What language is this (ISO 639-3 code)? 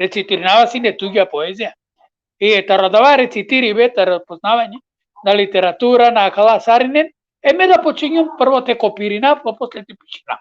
rmn